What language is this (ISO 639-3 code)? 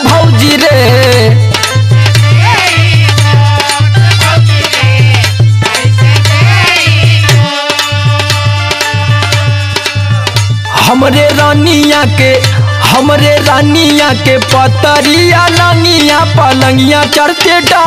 bho